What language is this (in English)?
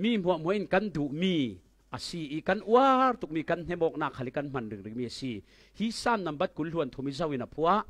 Falam Chin